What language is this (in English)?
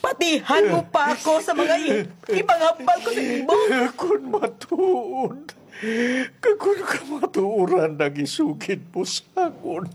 Hiligaynon